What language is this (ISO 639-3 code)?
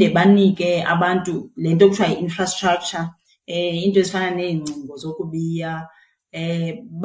xho